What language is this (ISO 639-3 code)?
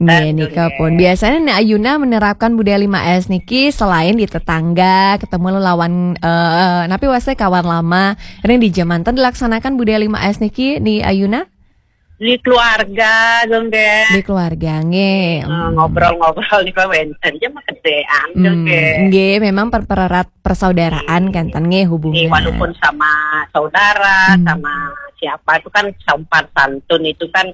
ban